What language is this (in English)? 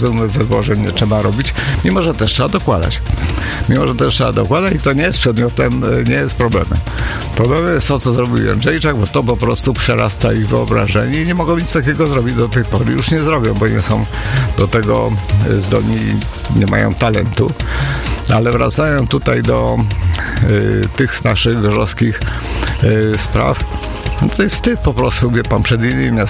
Polish